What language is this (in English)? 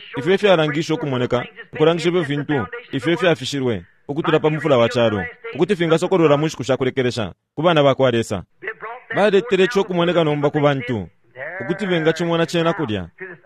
Bemba